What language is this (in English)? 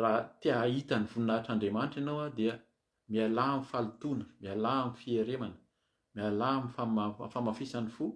Malagasy